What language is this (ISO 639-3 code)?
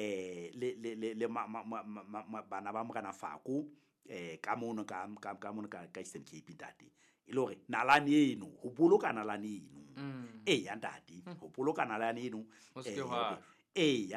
sot